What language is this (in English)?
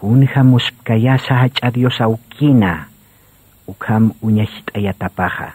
Aymara